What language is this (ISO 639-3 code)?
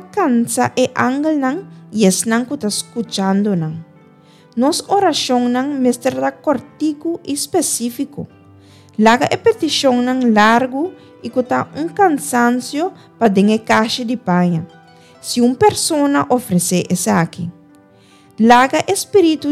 pap